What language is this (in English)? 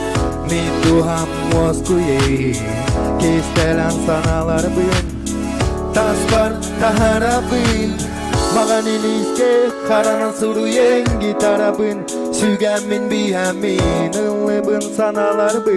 Yakut